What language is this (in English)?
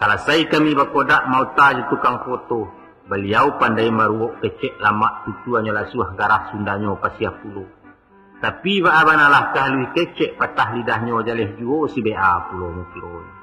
Minangkabau